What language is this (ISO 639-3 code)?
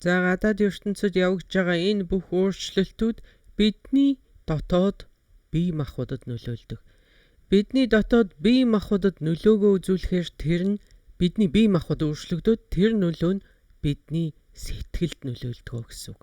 mon